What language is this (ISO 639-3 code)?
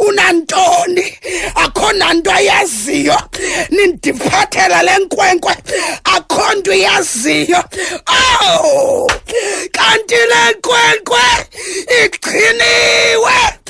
xho